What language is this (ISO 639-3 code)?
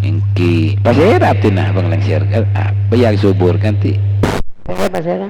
mad